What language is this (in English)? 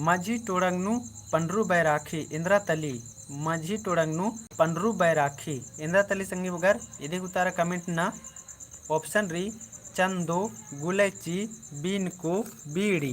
Kurukh